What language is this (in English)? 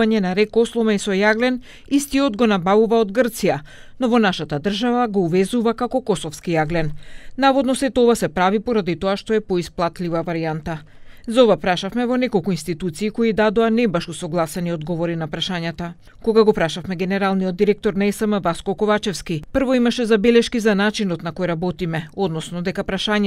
Macedonian